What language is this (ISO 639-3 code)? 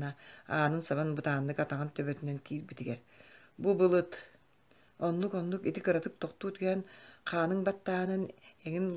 sah